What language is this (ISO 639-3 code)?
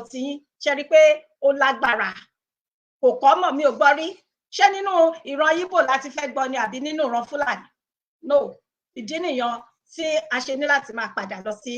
yor